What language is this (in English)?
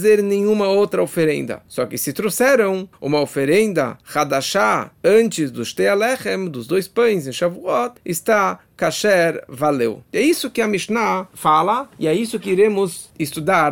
Portuguese